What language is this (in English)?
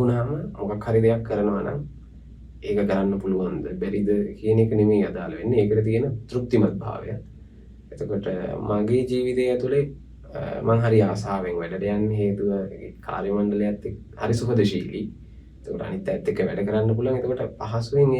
Sinhala